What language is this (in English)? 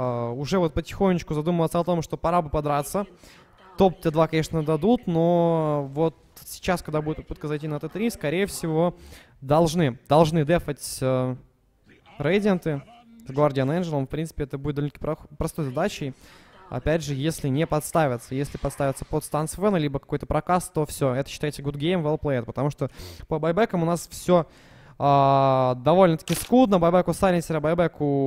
Russian